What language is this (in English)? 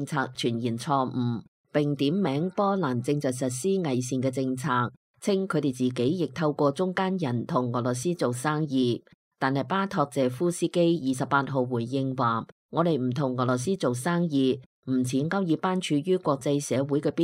Cantonese